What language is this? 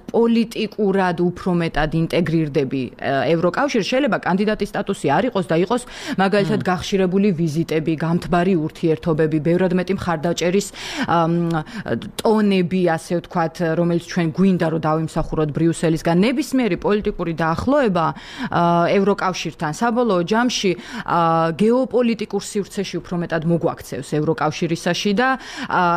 Georgian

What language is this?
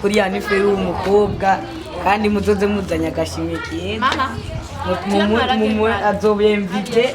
Rundi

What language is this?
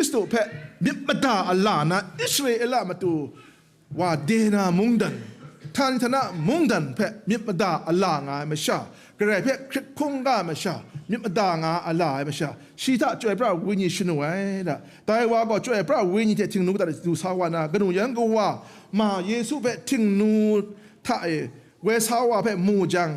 Kachin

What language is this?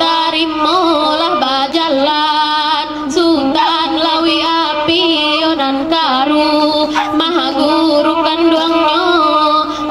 Minangkabau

